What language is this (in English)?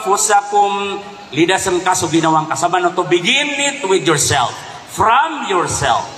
Maranao